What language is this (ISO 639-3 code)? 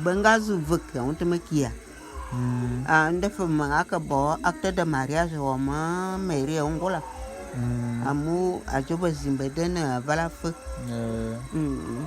bum